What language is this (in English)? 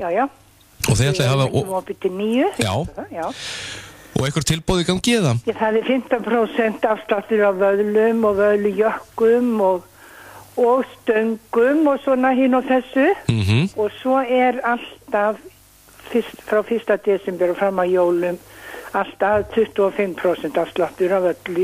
Icelandic